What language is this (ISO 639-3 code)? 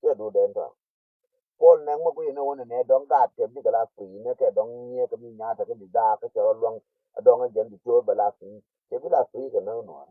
nus